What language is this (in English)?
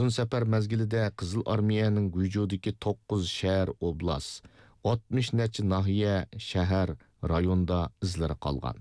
Uyghur